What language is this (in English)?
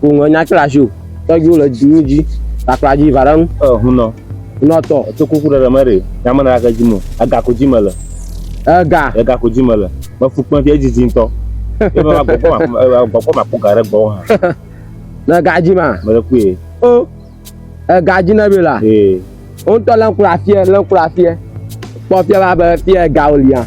Ewe